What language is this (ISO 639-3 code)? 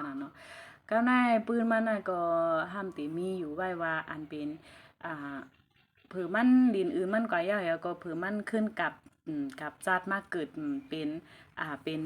shn